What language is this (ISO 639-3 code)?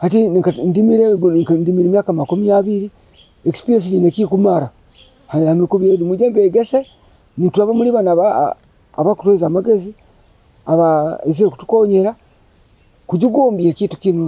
nyo